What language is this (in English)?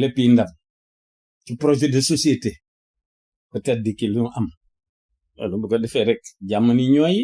Wolof